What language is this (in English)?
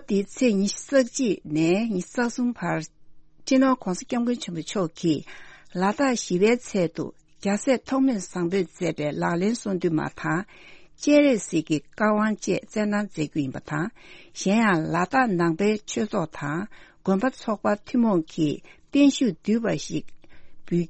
Tibetan